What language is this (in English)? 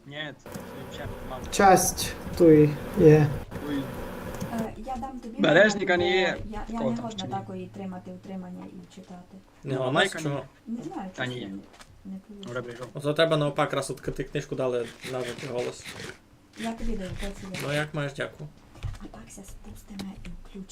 Rusyn